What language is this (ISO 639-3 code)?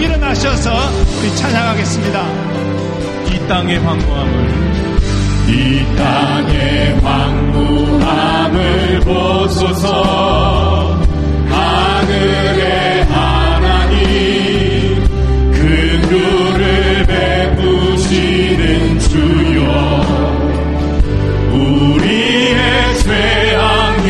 kor